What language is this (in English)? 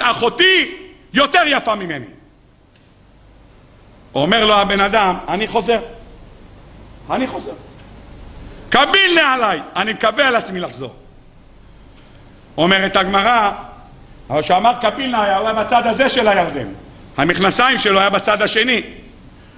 Hebrew